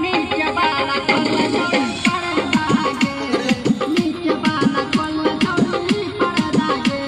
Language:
Maithili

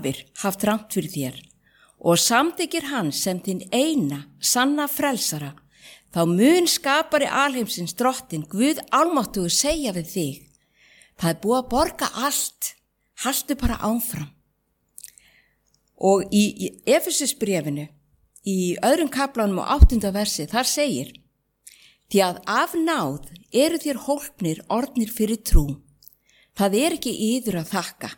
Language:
Icelandic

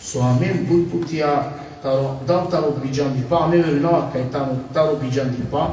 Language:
Balkan Romani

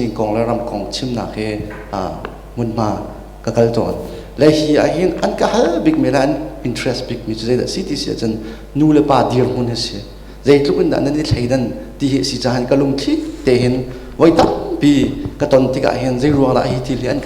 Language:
Hakha Chin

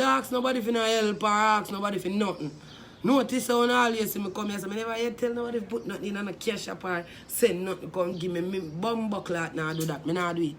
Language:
Jamaican Creole English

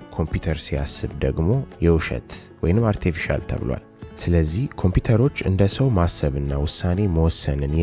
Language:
Amharic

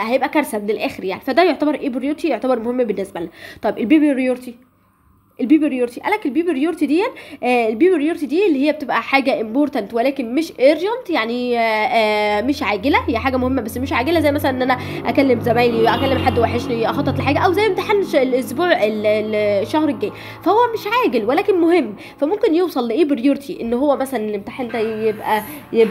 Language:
Egyptian Arabic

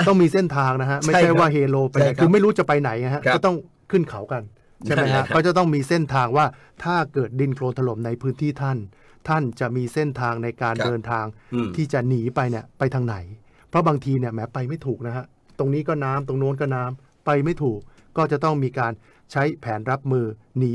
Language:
Thai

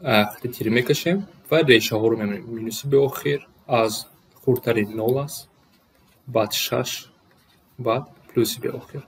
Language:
Tajik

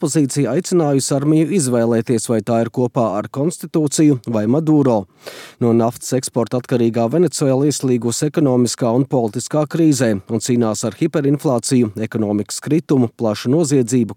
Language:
Latvian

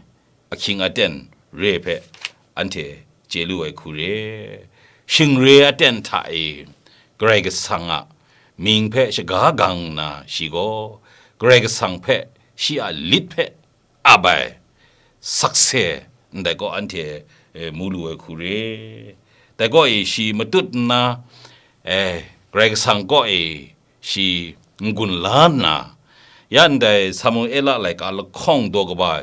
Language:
Kachin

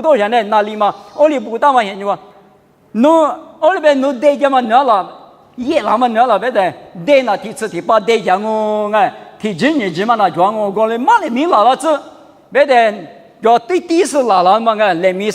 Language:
Lisu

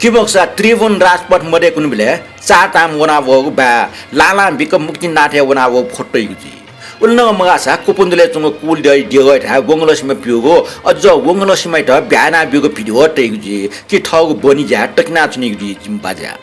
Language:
Newari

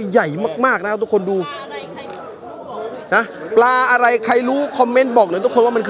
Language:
Thai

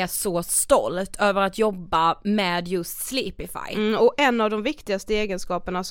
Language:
Swedish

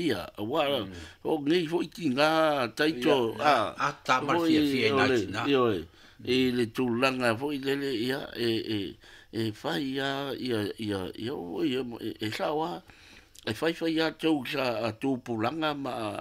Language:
Samoan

